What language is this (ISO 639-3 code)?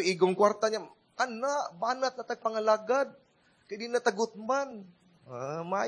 ceb